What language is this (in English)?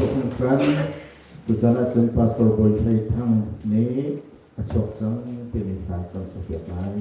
Hakha Chin